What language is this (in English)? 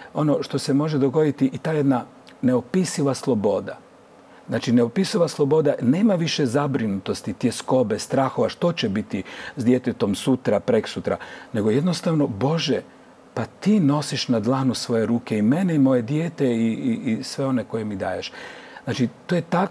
Croatian